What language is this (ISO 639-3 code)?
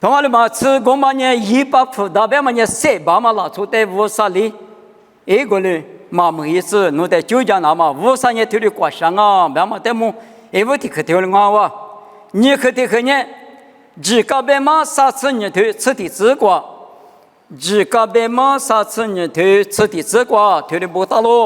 lis